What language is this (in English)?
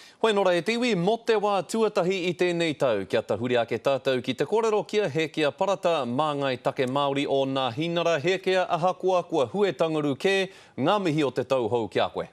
Māori